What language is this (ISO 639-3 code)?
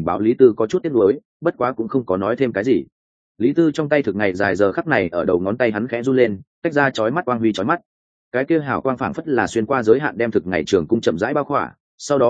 vie